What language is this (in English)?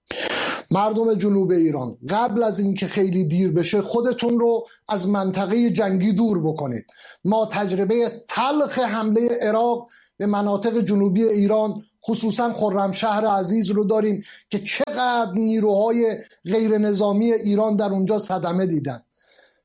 Persian